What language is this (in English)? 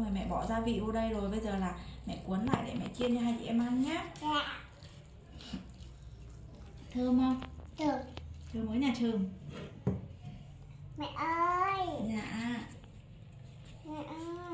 Vietnamese